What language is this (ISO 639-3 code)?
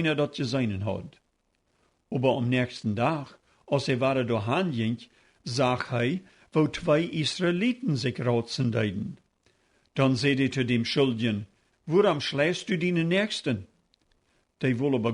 pdt